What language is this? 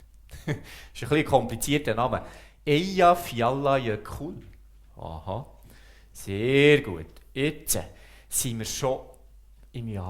Swiss German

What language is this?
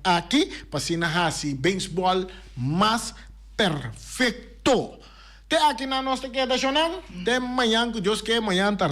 Papiamento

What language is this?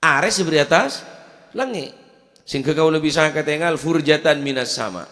Madurese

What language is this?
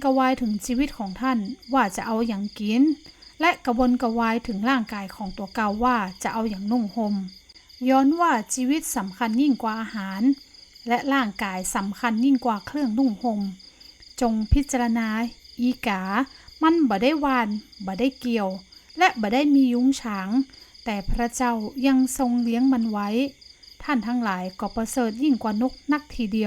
Northern Thai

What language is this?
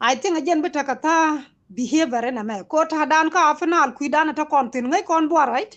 Nuer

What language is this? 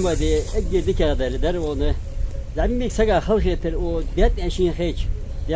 Ingush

